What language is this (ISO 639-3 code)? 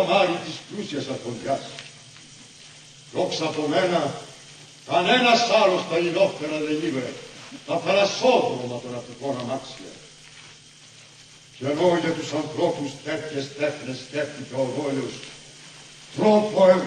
ell